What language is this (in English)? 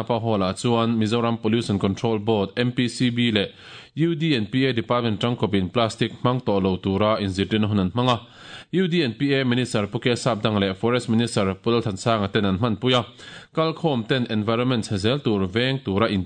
Mizo